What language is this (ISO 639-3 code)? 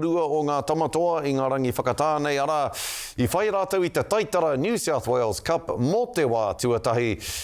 mri